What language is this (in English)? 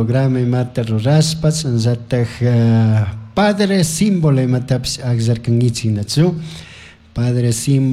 Chimborazo Highland Quichua